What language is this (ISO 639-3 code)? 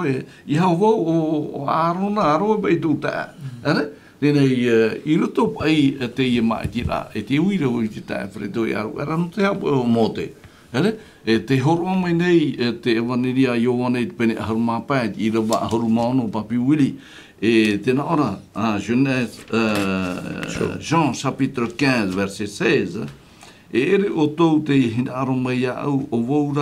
tah